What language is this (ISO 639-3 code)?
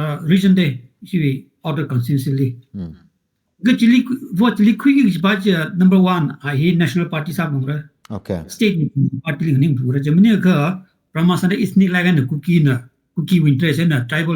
nmf